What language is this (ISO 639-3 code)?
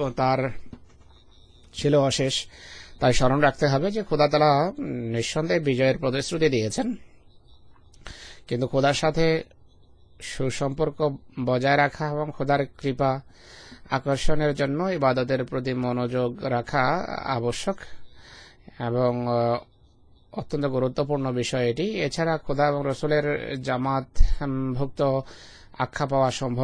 ben